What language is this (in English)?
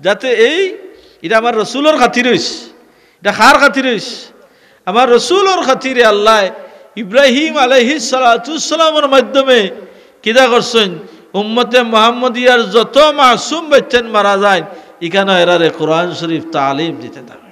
Sylheti